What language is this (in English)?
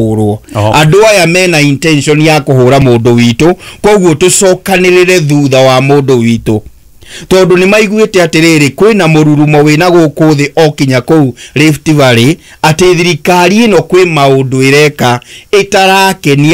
Kikuyu